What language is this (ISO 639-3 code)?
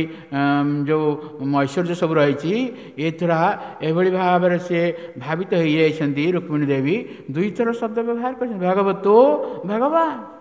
ori